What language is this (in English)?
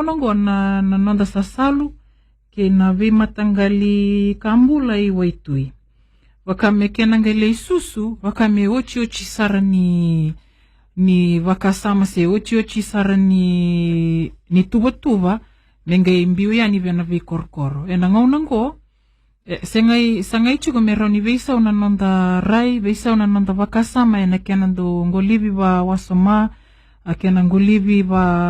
Fijian